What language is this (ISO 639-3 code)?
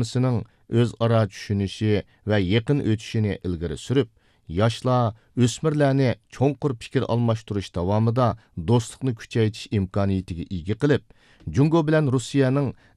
uig